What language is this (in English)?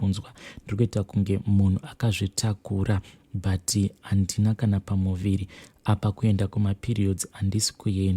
Shona